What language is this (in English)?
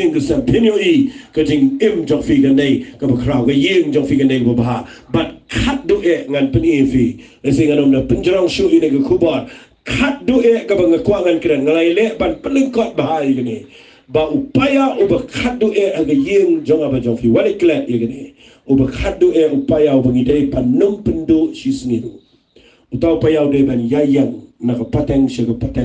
Khasi